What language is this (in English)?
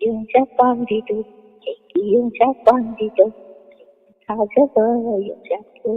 Manipuri